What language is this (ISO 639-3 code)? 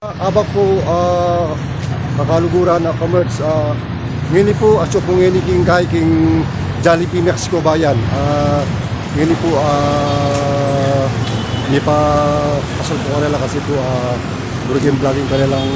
pam